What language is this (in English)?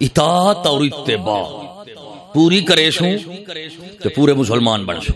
Saraiki